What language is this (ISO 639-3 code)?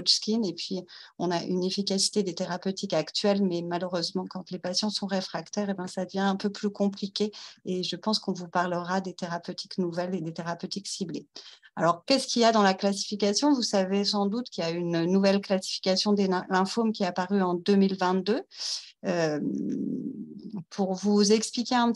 fra